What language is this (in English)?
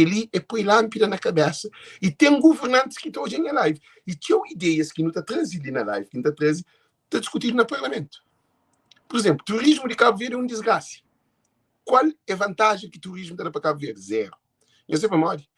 Kabuverdianu